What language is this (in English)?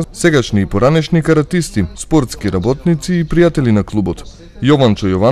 Macedonian